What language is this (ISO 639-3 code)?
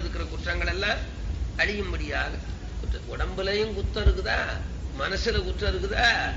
tam